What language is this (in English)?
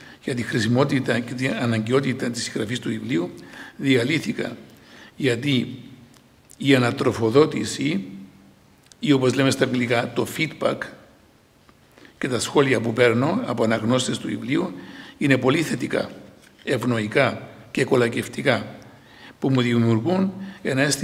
Greek